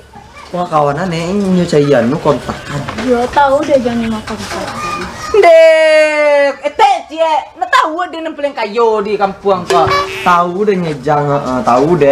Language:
Minangkabau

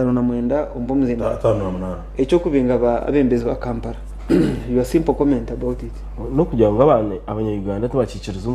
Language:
Nyankole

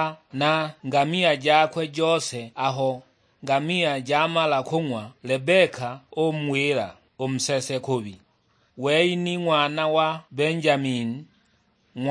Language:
Sukuma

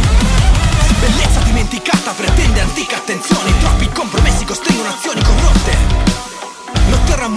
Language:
Italian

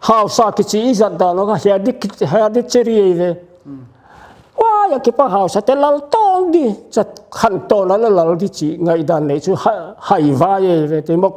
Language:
Paite Chin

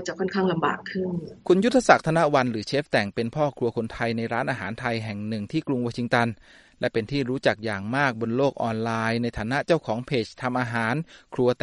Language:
Thai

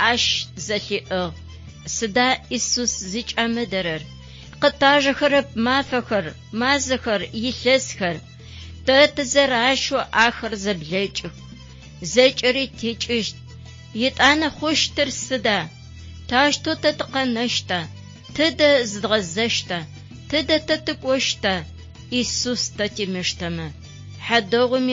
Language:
Adyghe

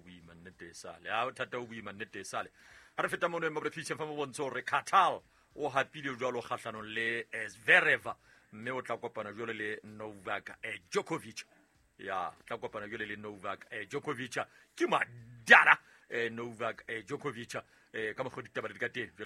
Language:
Southern Sotho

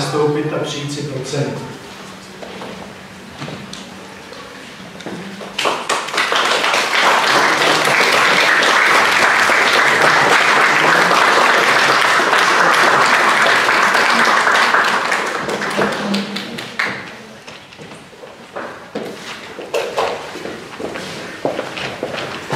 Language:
Czech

